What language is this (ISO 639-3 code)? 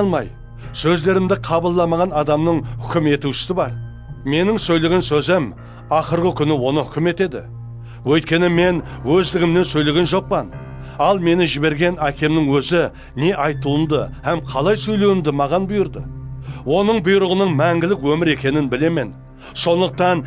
kaa